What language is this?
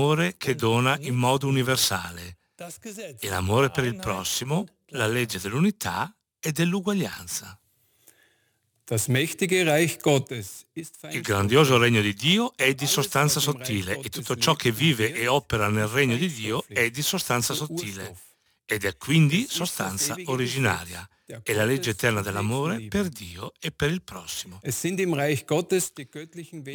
Italian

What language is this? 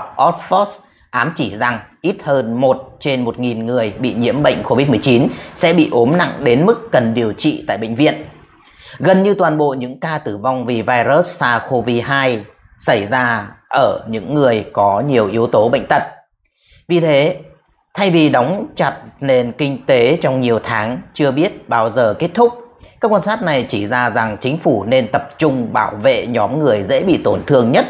Vietnamese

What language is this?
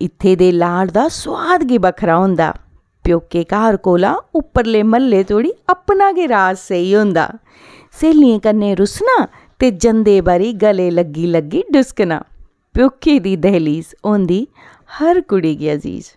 Dogri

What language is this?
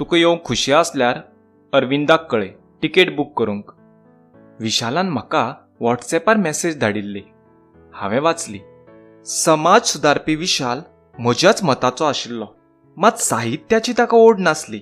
Konkani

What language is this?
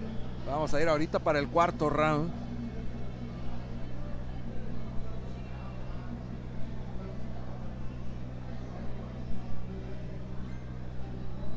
Spanish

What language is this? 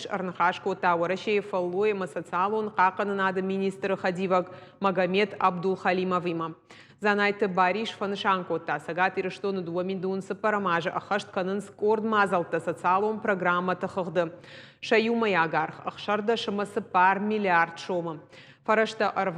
Ossetic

